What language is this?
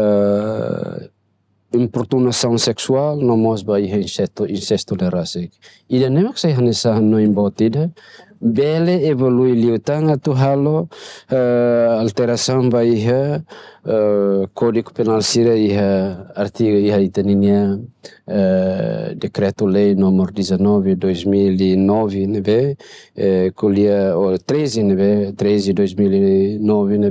Tetum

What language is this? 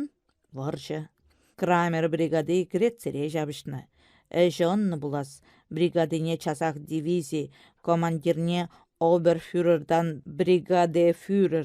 Chuvash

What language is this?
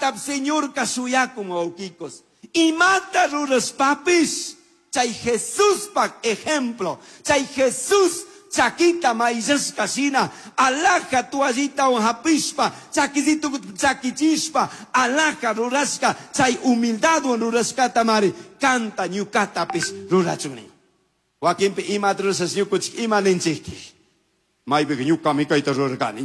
Chimborazo Highland Quichua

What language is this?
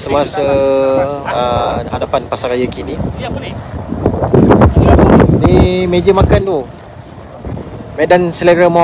Malay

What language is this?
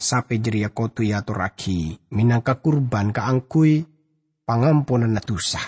Madurese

